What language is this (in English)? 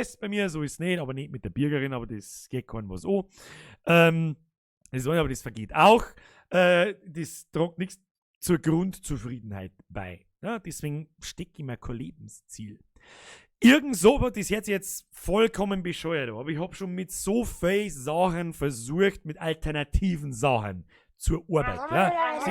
Bavarian